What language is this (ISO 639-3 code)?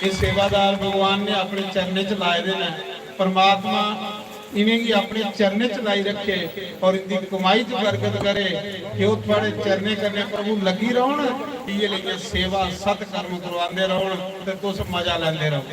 doi